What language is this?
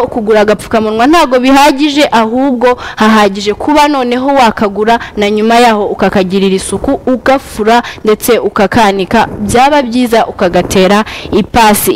Kinyarwanda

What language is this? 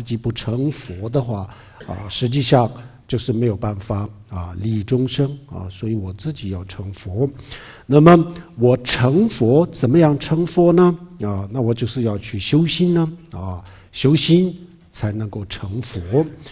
Chinese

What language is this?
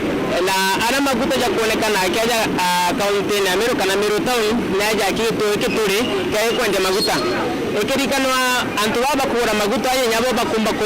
Meru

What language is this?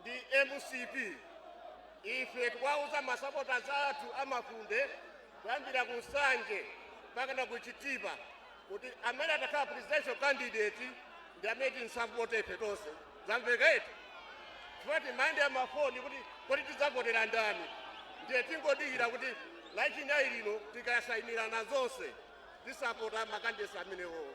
Nyanja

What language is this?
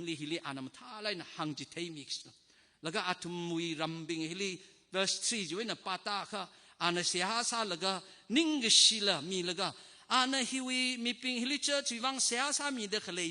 Tangkhul Naga (India)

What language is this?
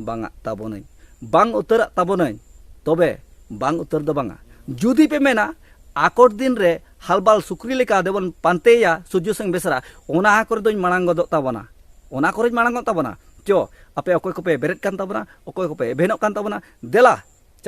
Santali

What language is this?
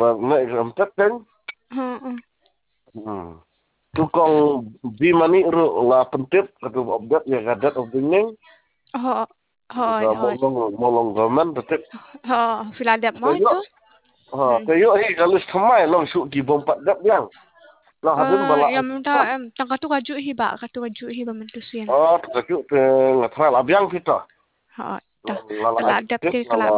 Khasi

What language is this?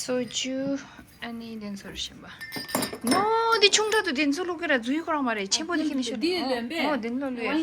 Tibetan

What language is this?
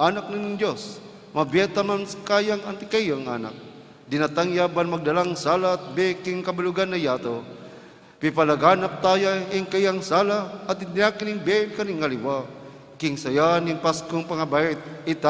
Pampanga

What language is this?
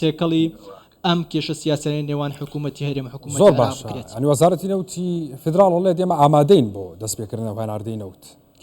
Central Kurdish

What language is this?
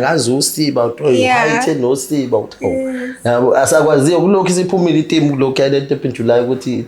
Zulu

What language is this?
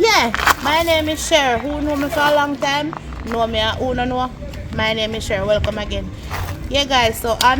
Jamaican Creole English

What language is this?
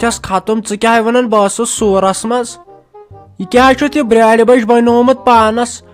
Kashmiri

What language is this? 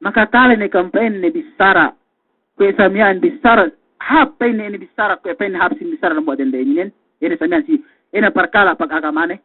Yakan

